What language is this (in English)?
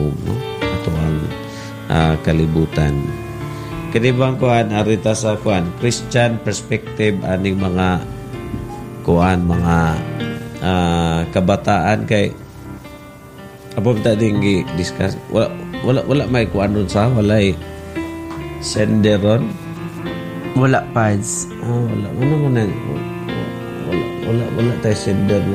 Cebuano